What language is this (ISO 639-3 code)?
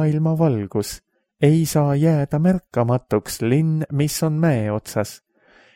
est